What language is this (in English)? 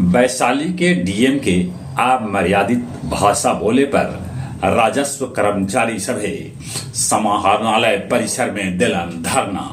Magahi